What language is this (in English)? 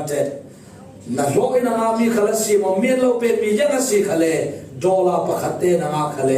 Falam Chin